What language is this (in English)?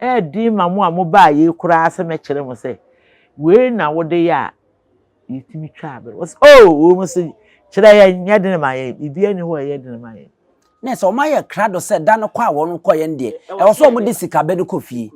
Akan